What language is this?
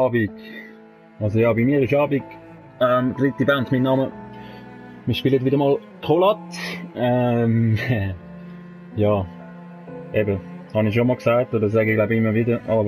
Swiss German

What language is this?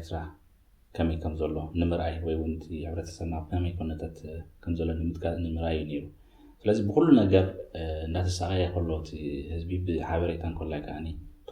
Tigrinya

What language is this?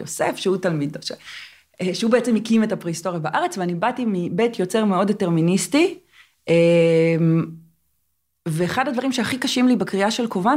Hebrew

